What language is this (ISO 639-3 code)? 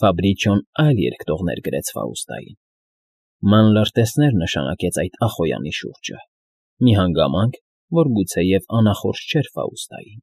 hye